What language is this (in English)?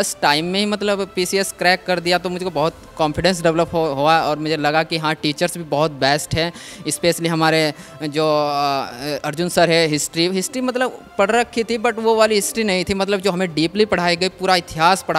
Hindi